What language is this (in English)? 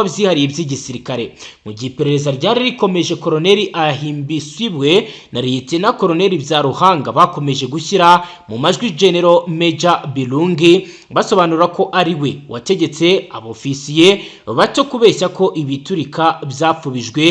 Kinyarwanda